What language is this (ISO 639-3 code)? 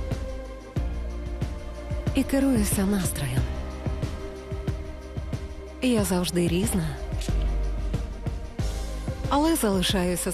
ukr